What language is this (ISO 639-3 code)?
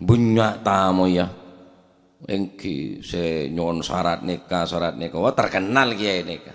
mad